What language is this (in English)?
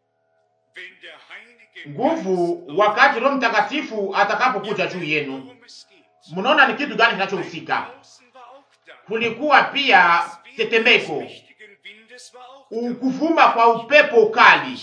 Swahili